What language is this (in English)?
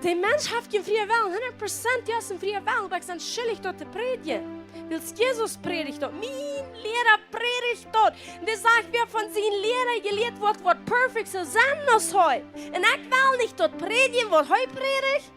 Plautdietsch